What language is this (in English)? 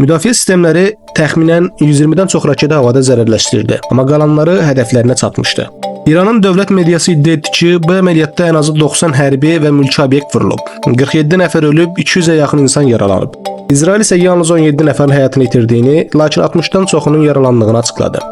Azerbaijani